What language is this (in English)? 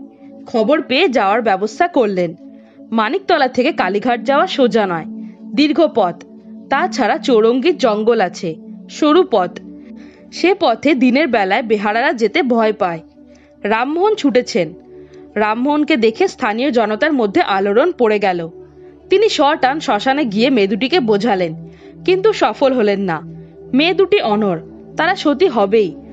Bangla